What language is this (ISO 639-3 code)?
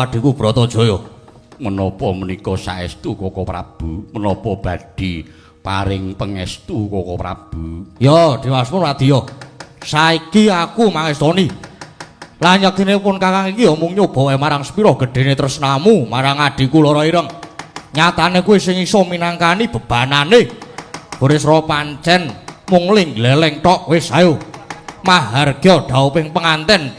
jav